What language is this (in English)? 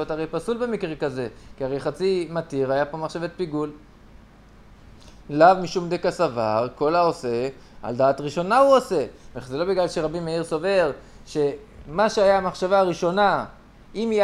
Hebrew